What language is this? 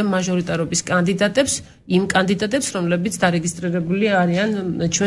Georgian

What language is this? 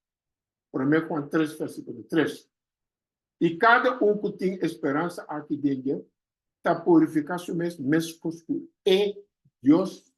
Papiamento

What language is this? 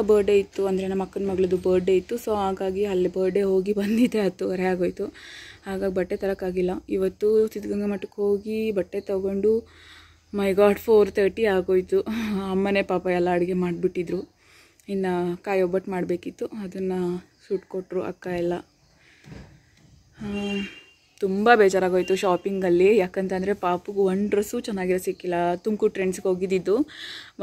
Kannada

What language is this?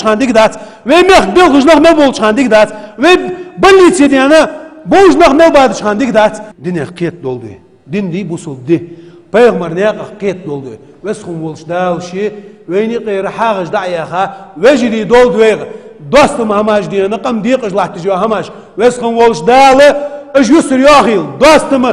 Ingush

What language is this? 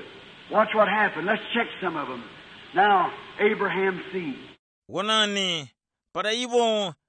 Tumbuka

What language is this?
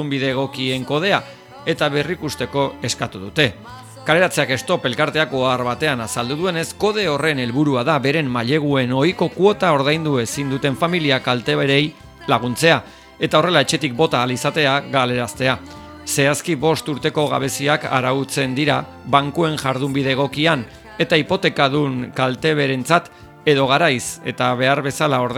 Basque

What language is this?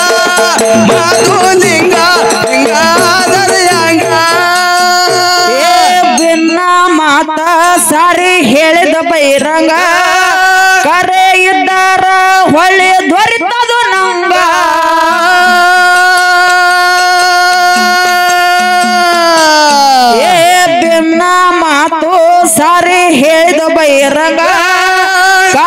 Kannada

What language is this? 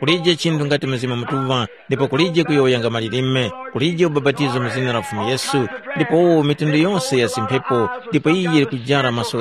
Tumbuka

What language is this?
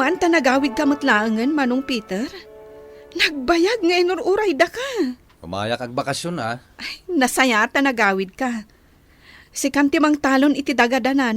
Iloko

